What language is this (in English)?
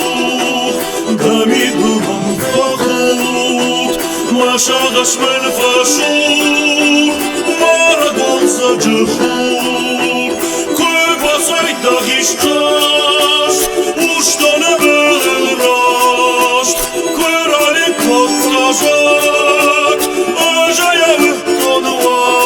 Ossetic